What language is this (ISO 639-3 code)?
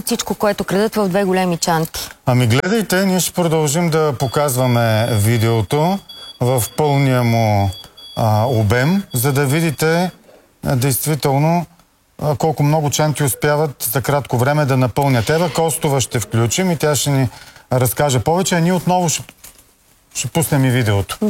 bul